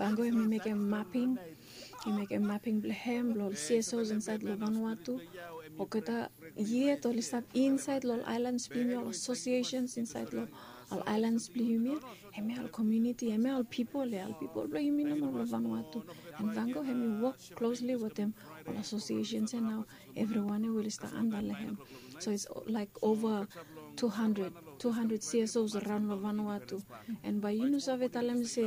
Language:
Bislama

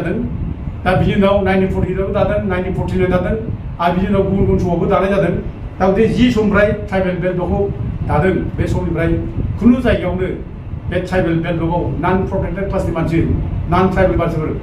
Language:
Bodo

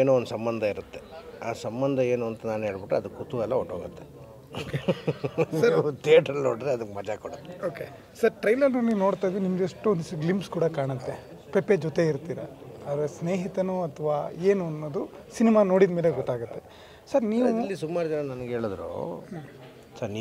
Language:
Kannada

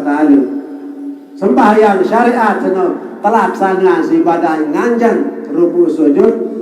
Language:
Sasak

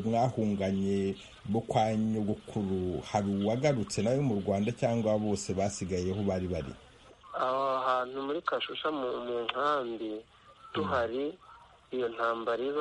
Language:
Kinyarwanda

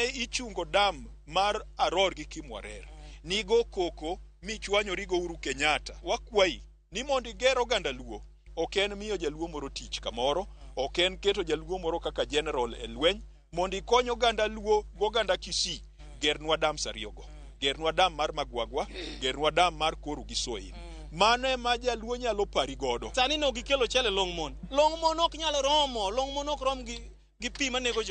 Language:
Luo (Kenya and Tanzania)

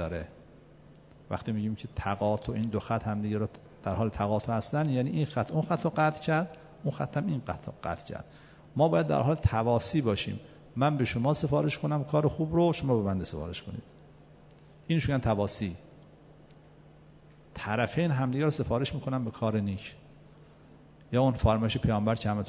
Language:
Persian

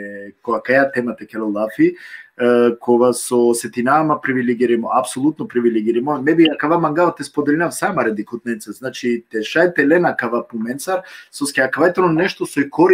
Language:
Balkan Romani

